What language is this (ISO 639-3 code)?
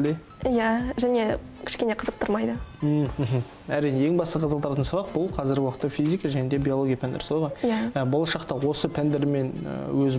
kaz